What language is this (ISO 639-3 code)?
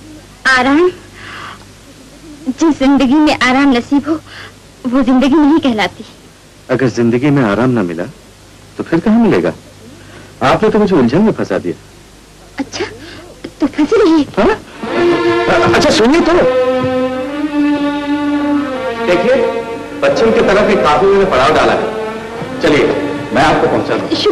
hin